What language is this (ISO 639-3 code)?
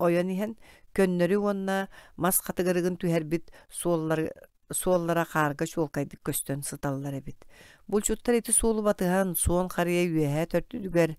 sah